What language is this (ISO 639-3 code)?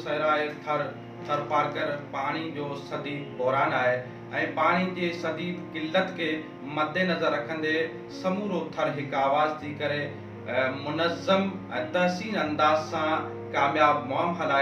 snd